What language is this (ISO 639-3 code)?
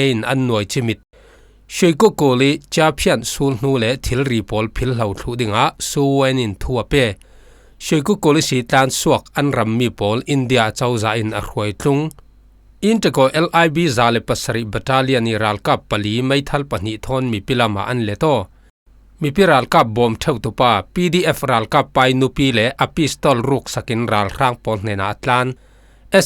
cfm